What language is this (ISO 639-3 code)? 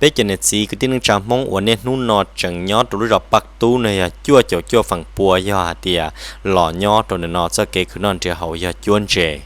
hmn